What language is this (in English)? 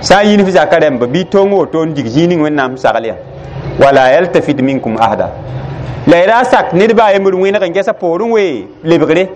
Mossi